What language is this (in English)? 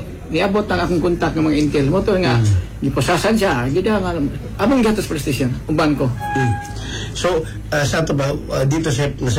Cebuano